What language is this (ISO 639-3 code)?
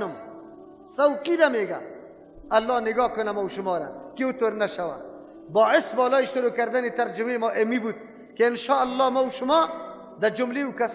fas